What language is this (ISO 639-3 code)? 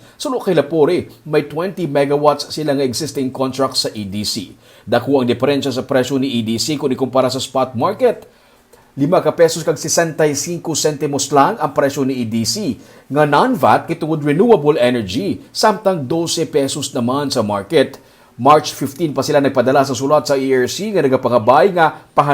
hil